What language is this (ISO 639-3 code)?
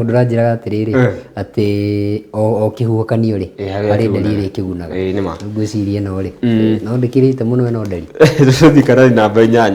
kik